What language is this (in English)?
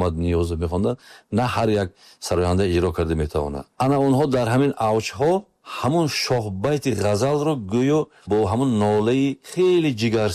Tajik